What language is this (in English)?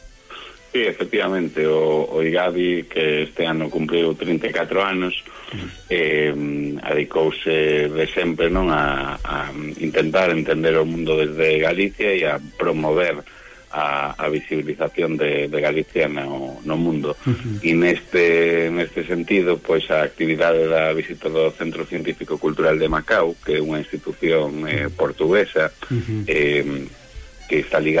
Galician